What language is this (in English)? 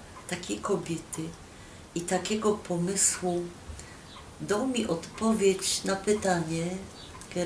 Silesian